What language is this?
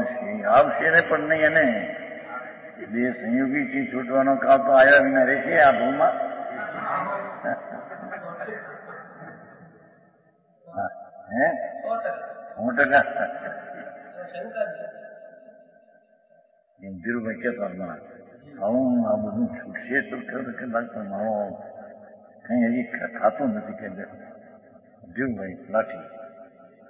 Gujarati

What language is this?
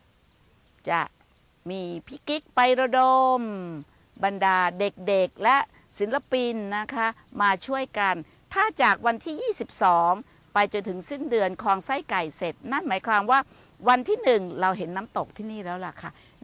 Thai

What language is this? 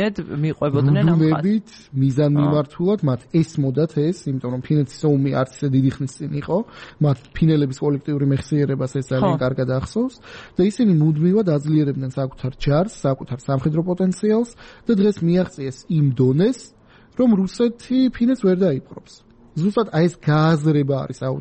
Georgian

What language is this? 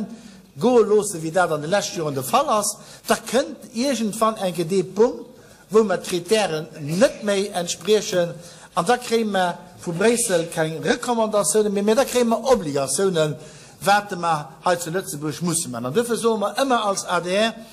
Luxembourgish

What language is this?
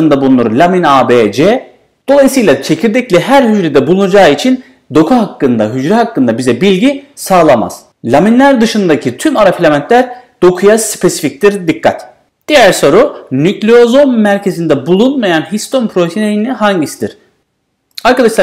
Turkish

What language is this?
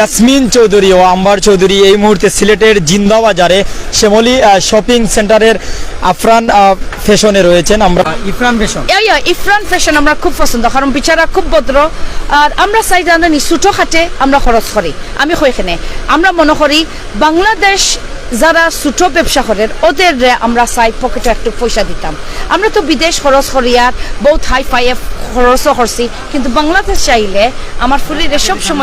Sylheti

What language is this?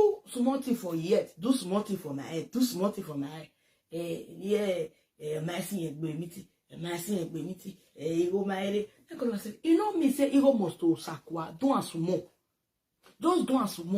Nigerian Pidgin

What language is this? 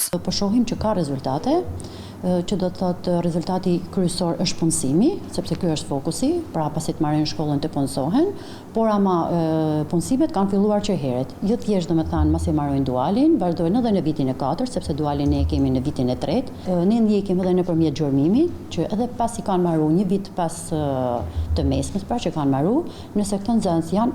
Albanian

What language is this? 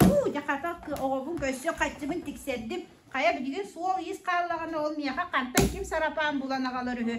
Yakut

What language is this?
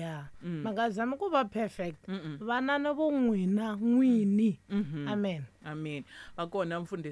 Tsonga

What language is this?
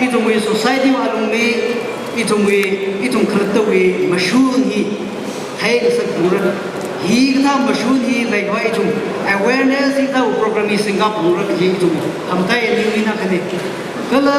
Tangkhul Naga (India)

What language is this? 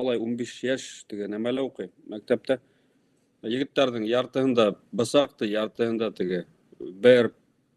Bashkir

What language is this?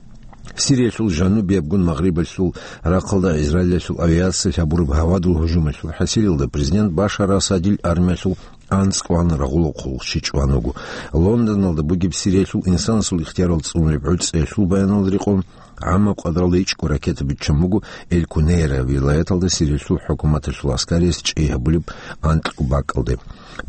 Avaric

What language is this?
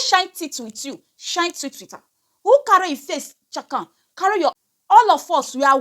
Nigerian Pidgin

